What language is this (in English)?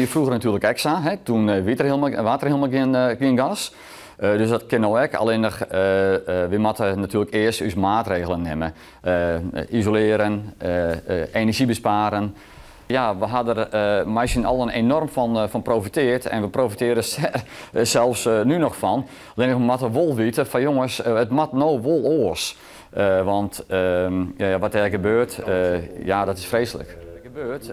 Western Frisian